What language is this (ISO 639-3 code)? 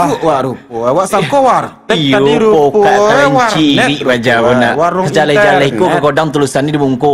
min